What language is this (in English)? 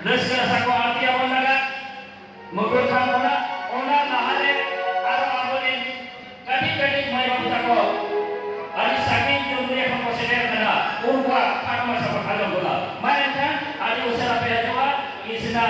Santali